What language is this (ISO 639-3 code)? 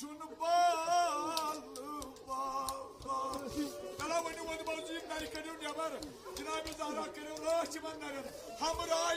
kas